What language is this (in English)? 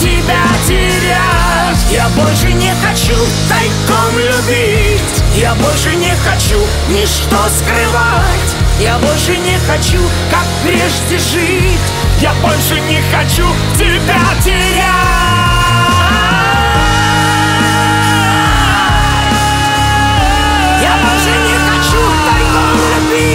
Russian